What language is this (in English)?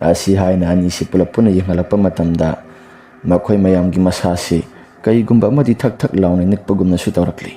Manipuri